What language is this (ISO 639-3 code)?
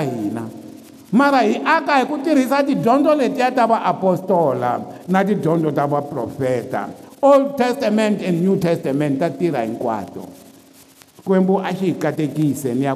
tso